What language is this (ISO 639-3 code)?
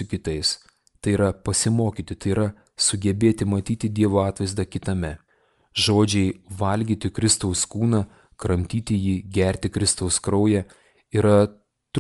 lit